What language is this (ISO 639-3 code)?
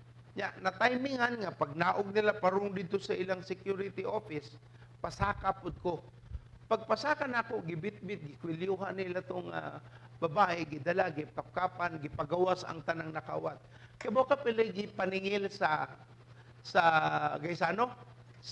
ceb